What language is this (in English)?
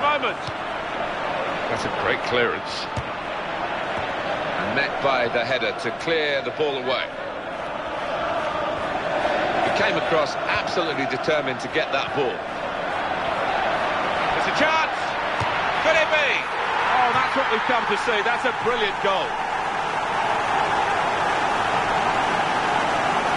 English